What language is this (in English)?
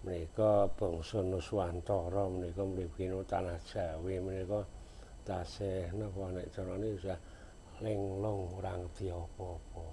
Javanese